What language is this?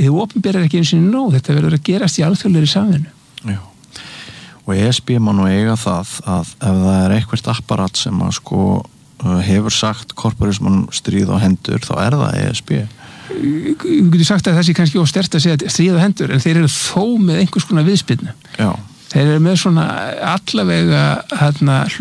Icelandic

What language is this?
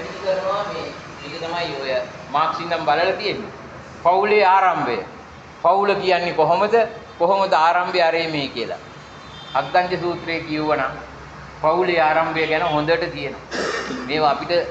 Sinhala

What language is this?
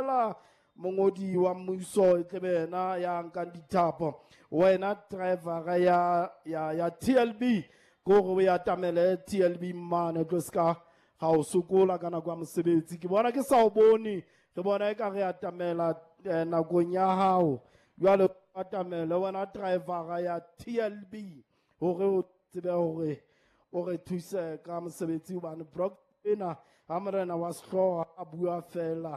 Southern Sotho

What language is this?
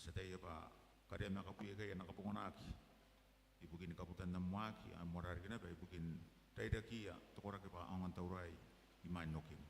Gilbertese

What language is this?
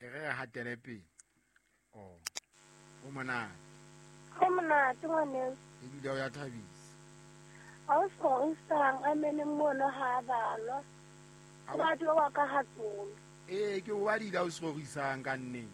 Southern Sotho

